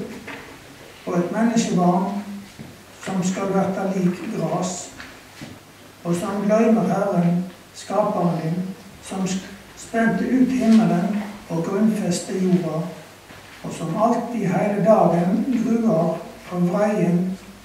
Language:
Norwegian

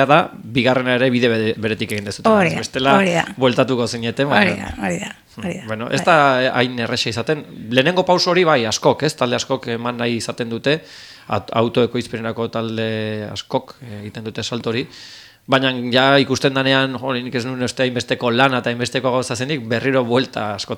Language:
Basque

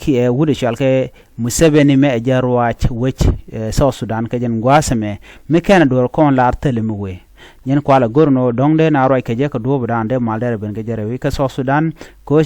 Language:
Nuer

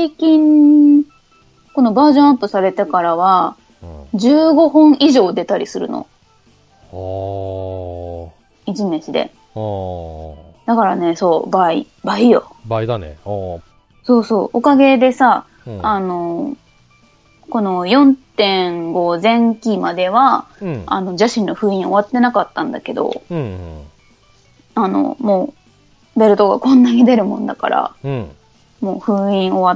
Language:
Japanese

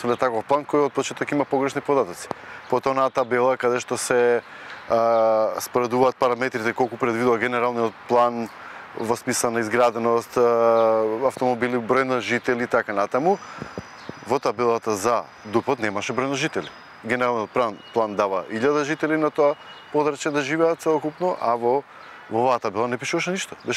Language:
Macedonian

